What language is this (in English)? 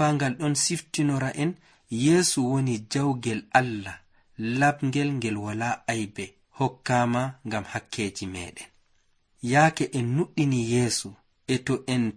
Nigerian Fulfulde